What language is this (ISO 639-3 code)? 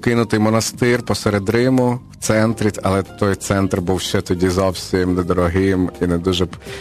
ukr